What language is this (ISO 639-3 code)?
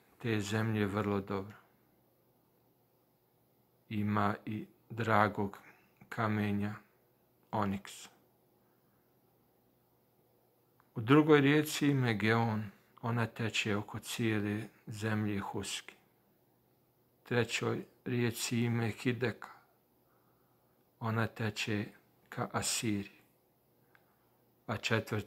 bos